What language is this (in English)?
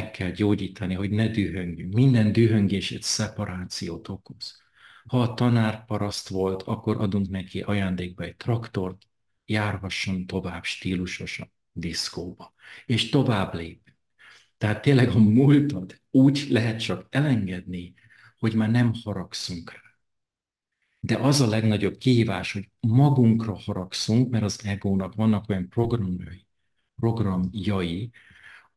Hungarian